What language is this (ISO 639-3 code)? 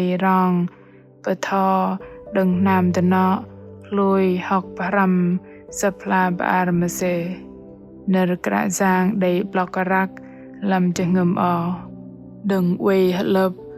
bdq